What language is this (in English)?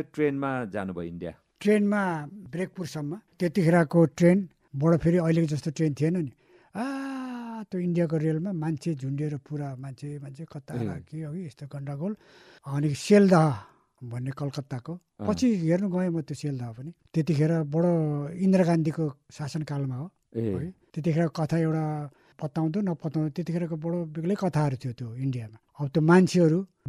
Nepali